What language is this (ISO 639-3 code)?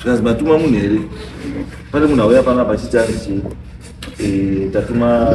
sna